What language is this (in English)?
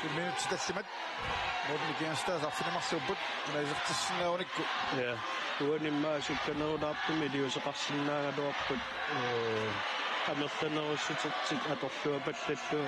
Kalaallisut